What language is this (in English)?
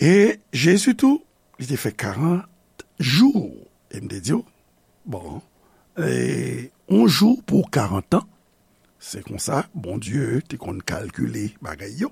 Haitian Creole